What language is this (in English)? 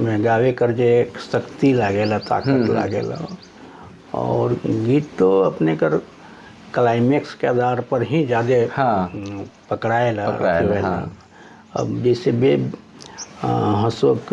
Sadri